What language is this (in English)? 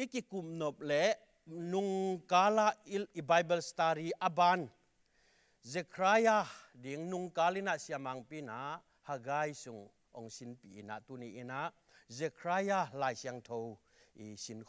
Tedim Chin